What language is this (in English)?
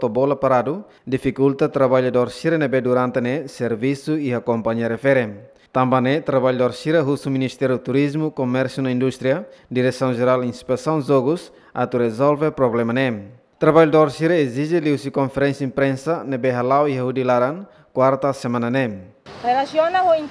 Tetum